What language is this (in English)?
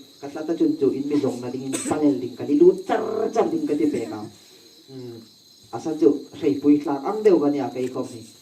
Hmar